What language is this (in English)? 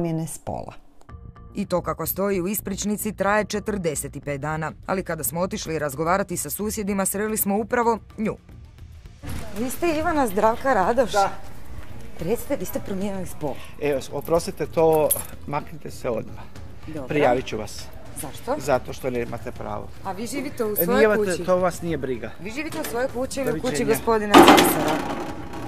Croatian